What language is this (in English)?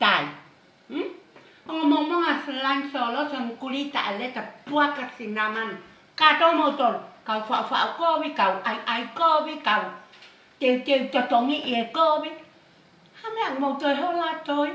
Tongan